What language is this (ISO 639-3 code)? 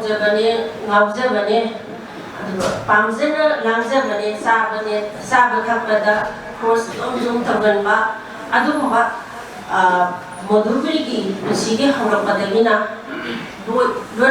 mni